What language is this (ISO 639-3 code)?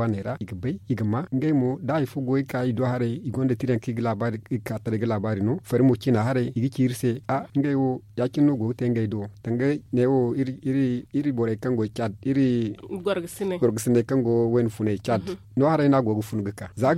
dje